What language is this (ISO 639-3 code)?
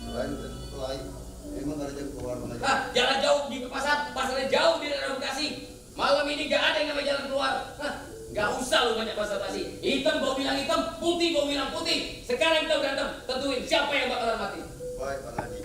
bew